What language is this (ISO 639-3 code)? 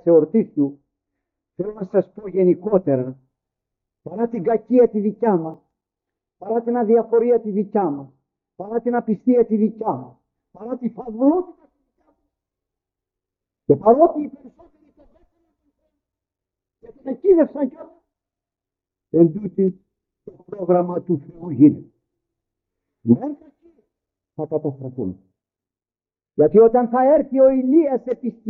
ell